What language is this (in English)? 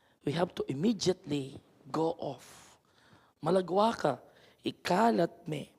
Pampanga